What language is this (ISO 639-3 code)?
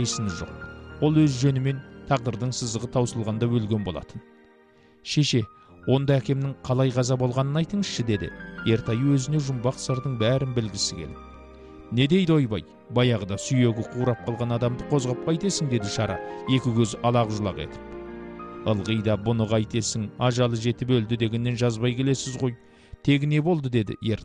kaz